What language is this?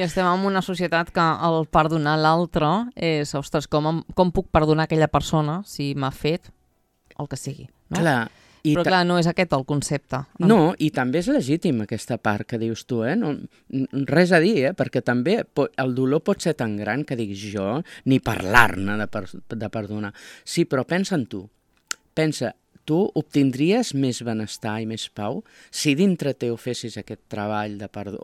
Catalan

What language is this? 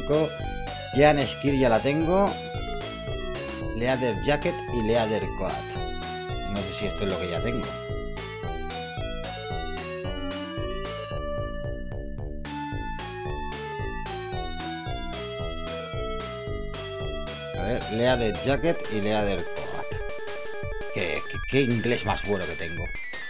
Spanish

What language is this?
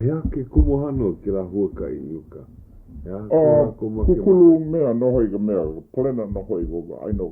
Hawaiian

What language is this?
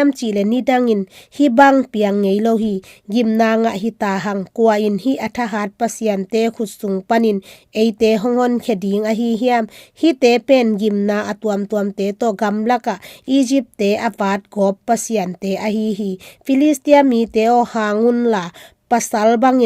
Tedim Chin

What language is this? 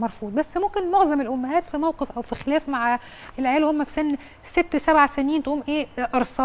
Egyptian Arabic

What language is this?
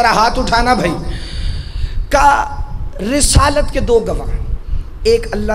Urdu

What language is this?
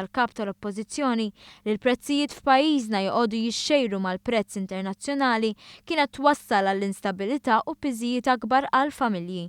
Maltese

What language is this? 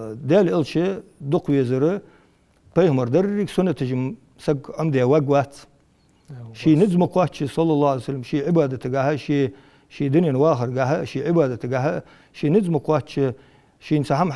Ingush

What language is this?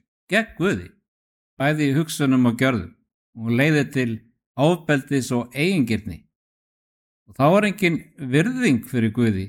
Icelandic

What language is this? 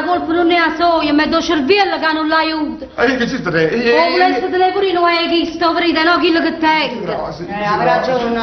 Neapolitan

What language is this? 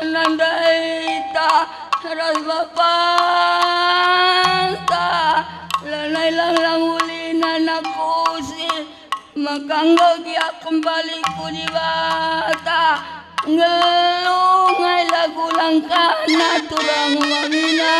Batak Karo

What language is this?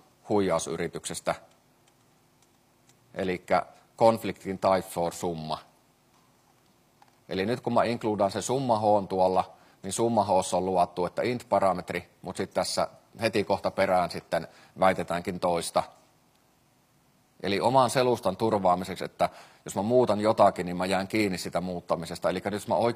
Finnish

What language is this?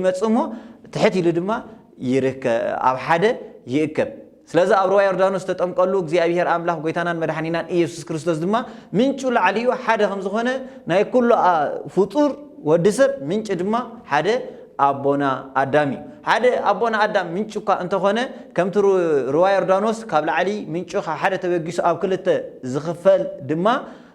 Tigrinya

